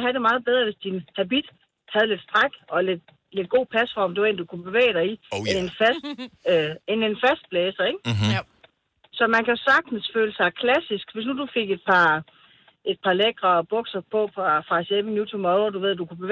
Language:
Danish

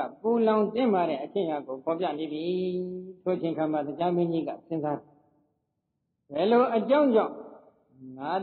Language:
Burmese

